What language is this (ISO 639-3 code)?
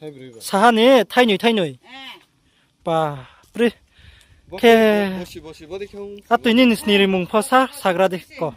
ria